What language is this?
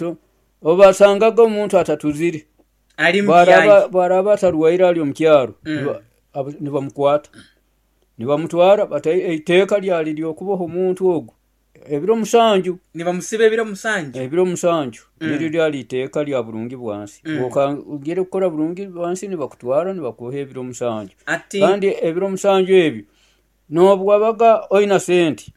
Nyoro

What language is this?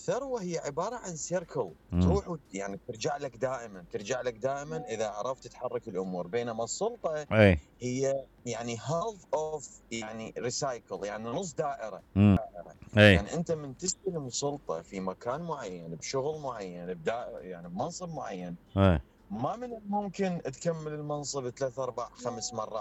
Mesopotamian Arabic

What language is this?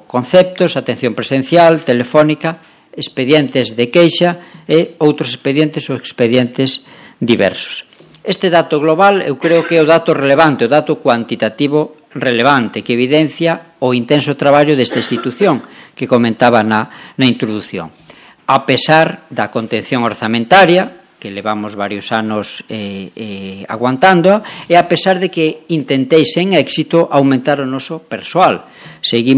Galician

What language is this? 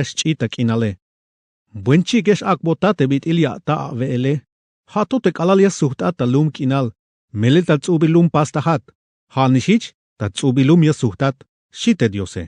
Tzeltal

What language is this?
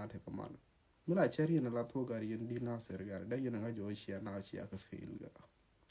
Nuer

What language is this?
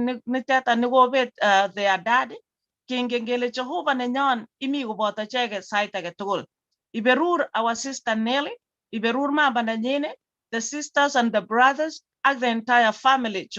Kalenjin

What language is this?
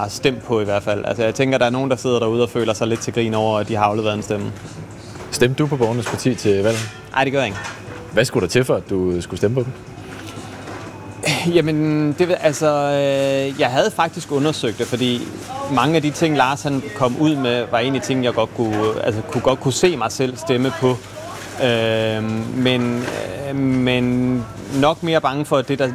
Danish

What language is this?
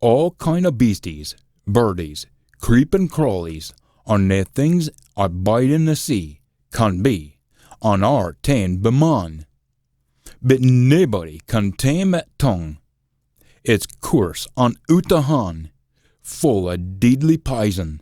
Scots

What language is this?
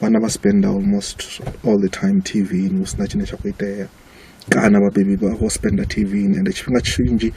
Venda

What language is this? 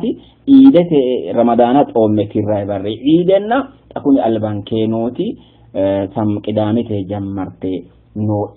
Sidamo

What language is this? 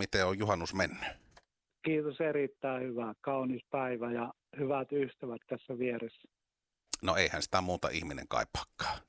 Finnish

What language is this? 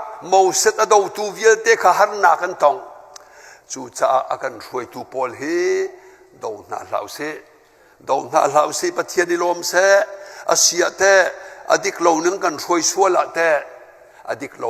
Hakha Chin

